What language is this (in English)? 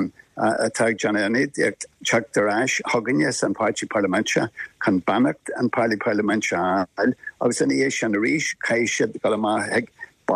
Irish